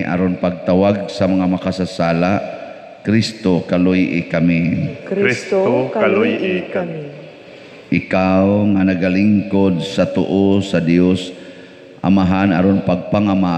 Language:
Cebuano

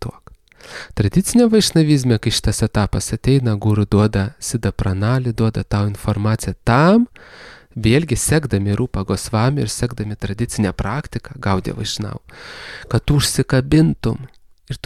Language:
Lithuanian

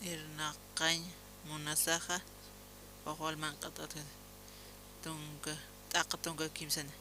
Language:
Aymara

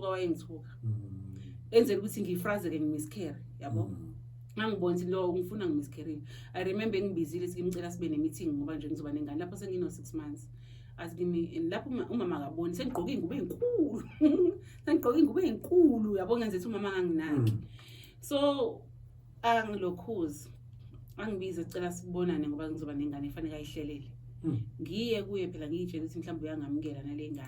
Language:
Zulu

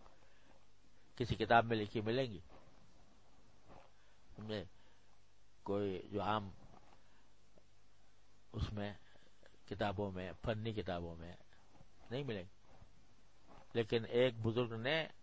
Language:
Urdu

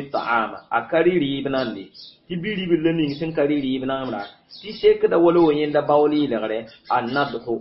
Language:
Mossi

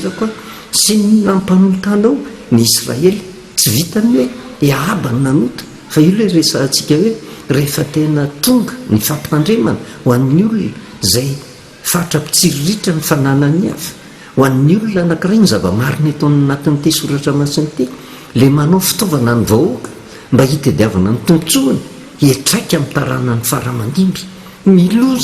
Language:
Malagasy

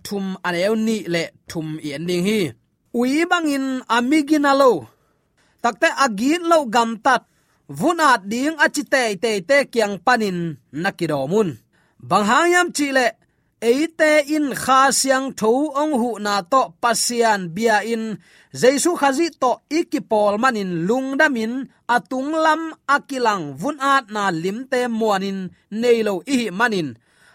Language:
Tedim Chin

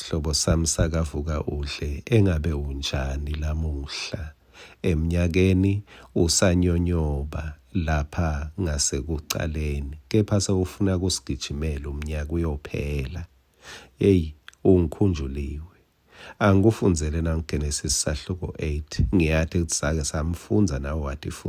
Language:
Swati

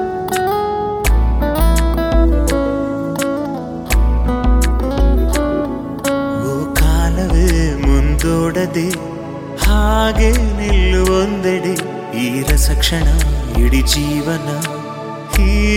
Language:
Kannada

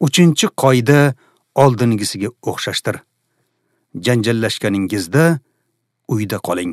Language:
Uzbek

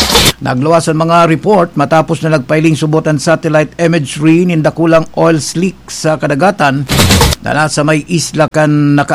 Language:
Bikol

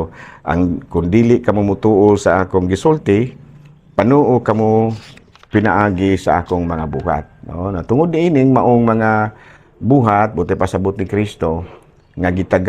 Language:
Cebuano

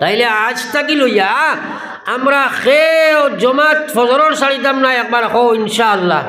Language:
Sylheti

